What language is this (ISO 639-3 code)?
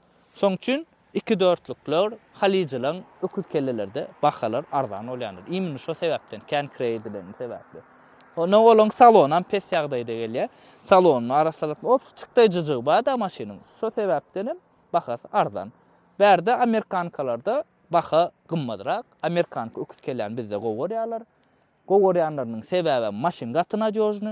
tuk